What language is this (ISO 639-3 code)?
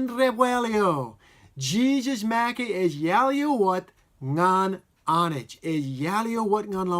mah